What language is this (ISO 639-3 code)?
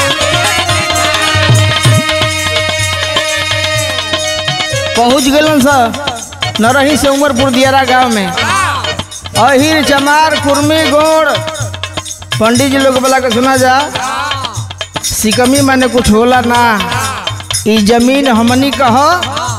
bho